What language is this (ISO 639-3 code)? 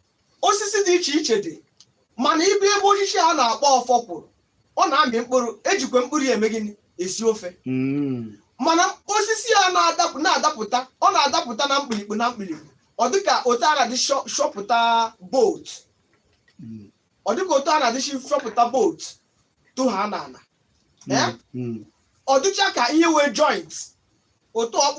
ibo